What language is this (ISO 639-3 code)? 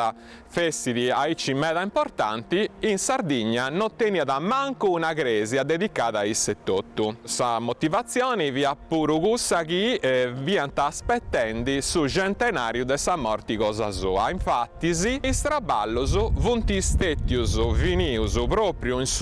srd